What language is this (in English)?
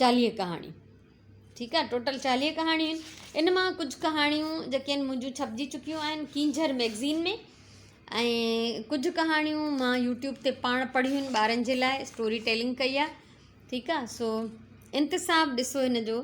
Sindhi